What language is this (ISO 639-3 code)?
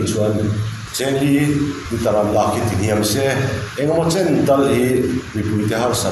lus